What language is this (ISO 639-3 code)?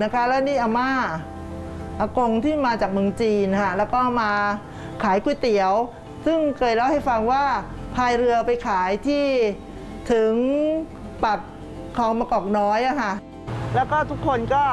tha